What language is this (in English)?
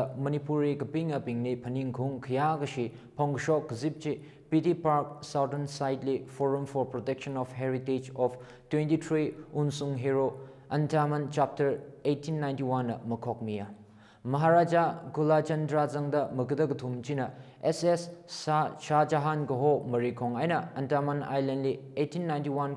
Tangkhul Naga (India)